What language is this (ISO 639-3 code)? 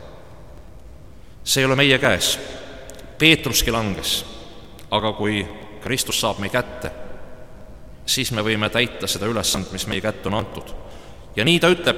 est